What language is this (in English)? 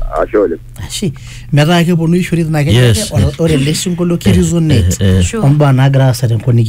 Masai